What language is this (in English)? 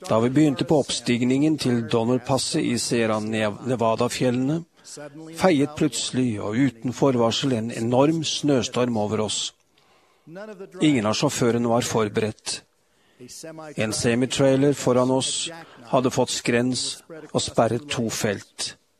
Norwegian